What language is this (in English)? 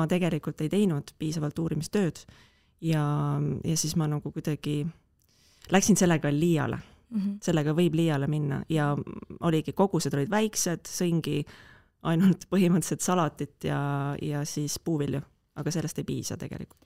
Estonian